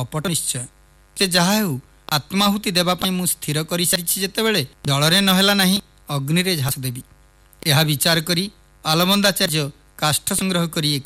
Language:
Odia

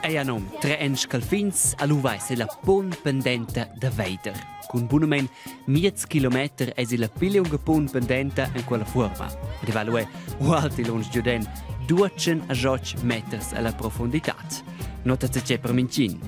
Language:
Romansh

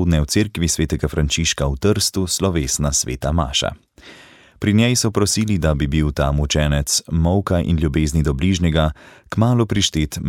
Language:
Slovenian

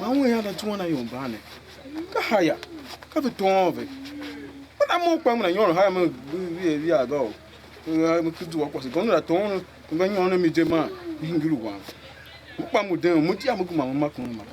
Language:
Tiv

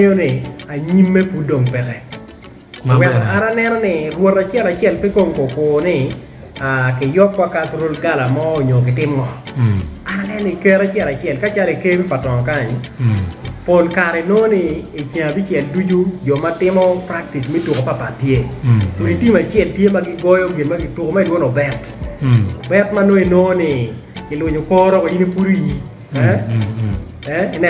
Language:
Acoli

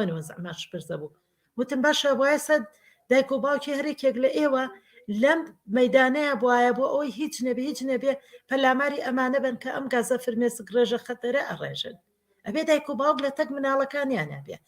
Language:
Central Kurdish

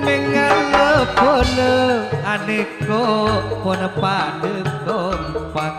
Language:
Madurese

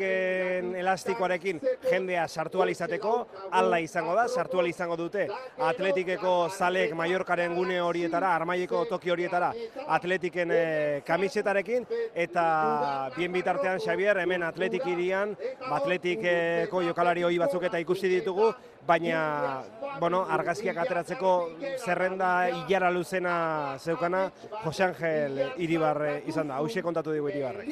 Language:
Basque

